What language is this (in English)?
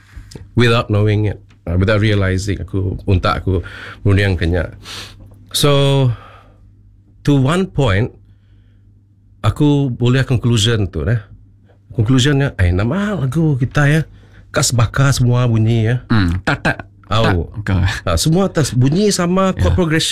Malay